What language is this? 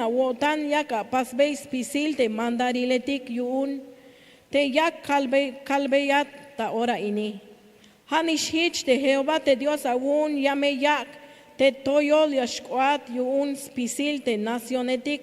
Tzeltal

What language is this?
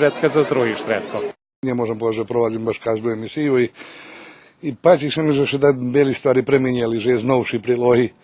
Rusyn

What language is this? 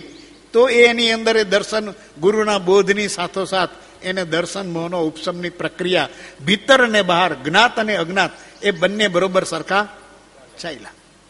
Gujarati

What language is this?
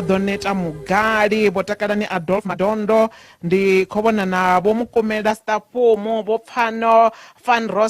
Venda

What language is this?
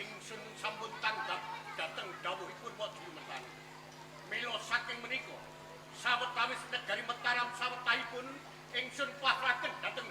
Javanese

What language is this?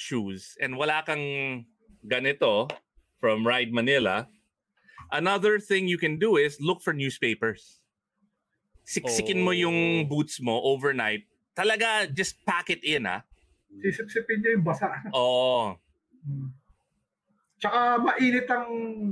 Filipino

